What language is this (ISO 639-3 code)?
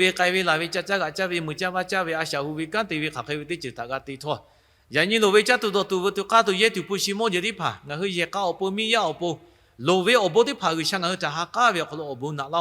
lhu